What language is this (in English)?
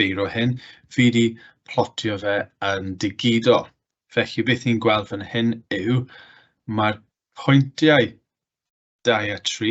Welsh